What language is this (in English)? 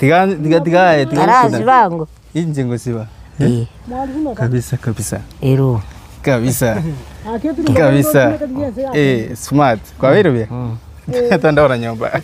Gusii